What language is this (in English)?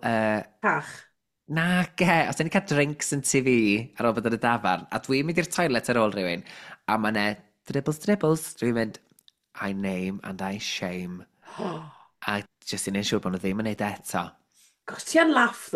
Welsh